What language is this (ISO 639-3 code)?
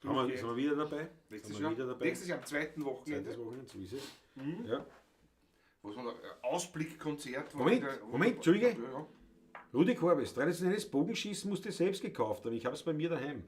bar